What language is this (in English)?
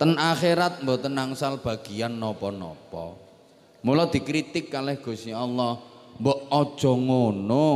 Javanese